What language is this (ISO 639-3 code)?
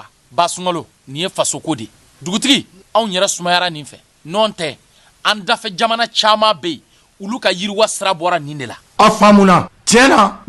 bam